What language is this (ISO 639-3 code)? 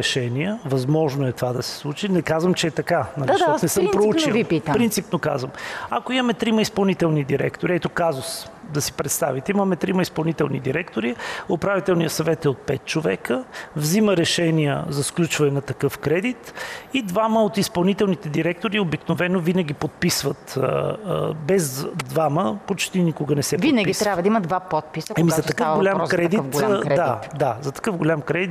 bul